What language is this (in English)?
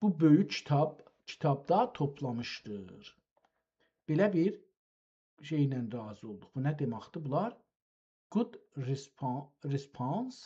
South Azerbaijani